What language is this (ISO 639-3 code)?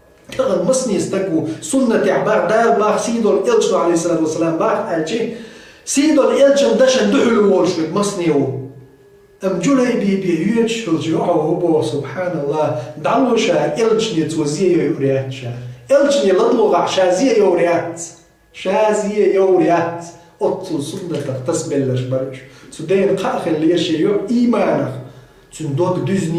che